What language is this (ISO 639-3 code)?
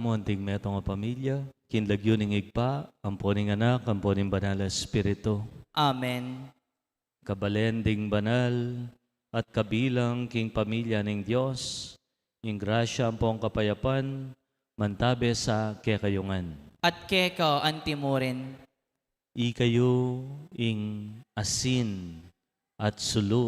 pam